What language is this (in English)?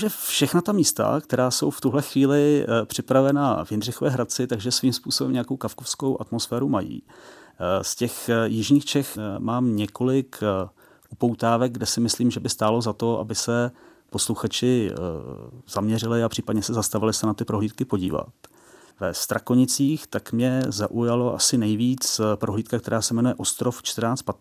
Czech